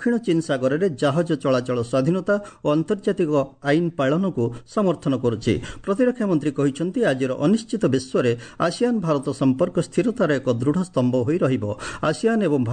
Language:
Odia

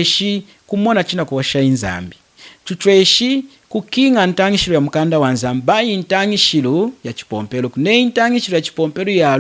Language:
Lunda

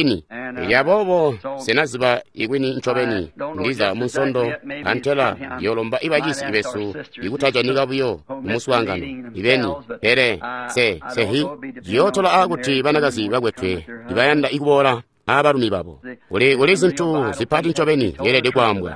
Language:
Tonga (Zambia)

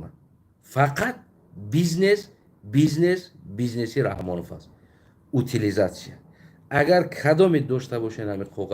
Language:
Tajik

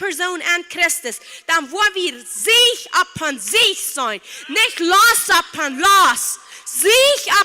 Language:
Plautdietsch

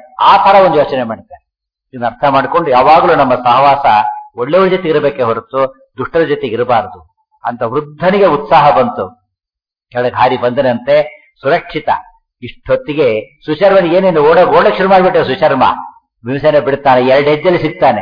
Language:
Kannada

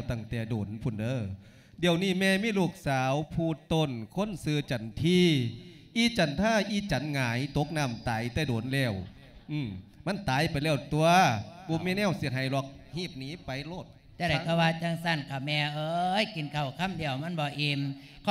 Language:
Lao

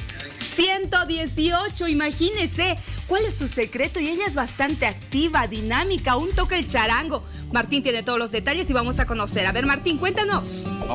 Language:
Spanish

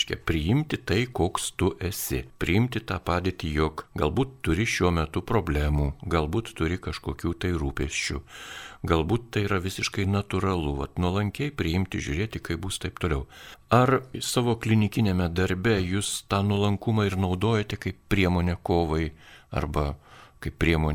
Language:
Lithuanian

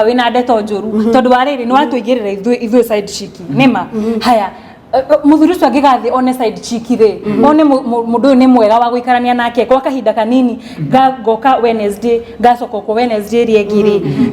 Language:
Kikuyu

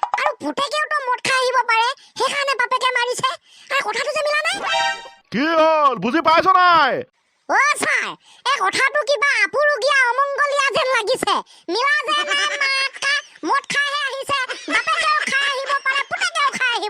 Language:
Assamese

